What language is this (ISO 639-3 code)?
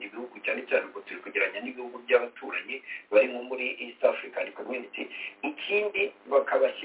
kin